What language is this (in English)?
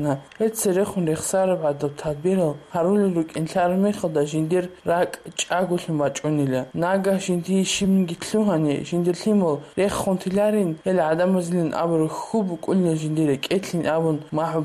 Avaric